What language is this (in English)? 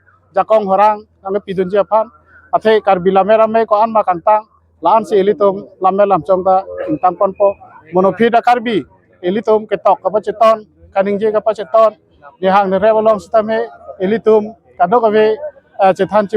Karbi